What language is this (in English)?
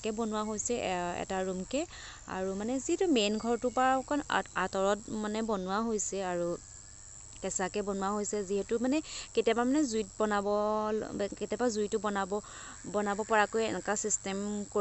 Assamese